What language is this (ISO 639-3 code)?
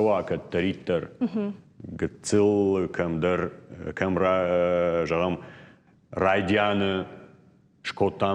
oss